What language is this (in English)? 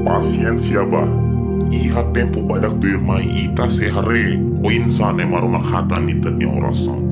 Tetum